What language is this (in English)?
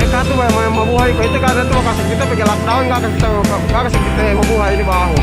Yakan